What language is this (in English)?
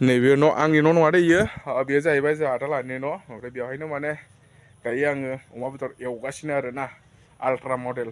Bodo